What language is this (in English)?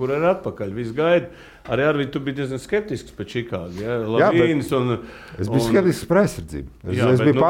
Latvian